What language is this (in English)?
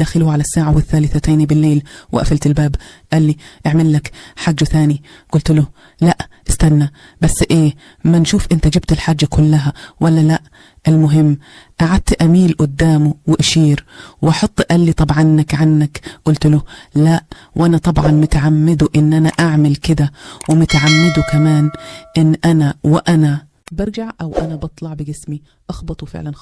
Egyptian Arabic